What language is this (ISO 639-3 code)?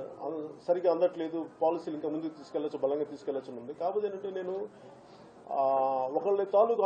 tel